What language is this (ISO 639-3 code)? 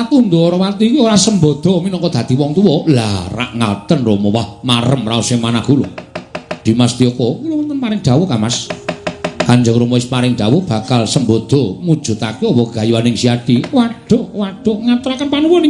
jav